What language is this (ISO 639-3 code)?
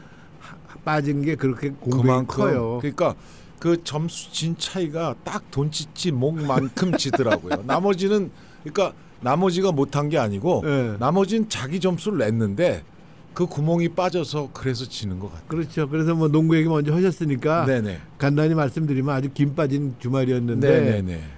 kor